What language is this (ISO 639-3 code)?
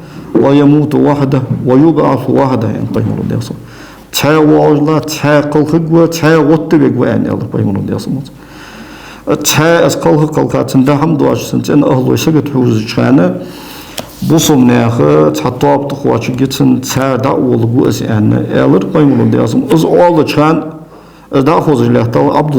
inh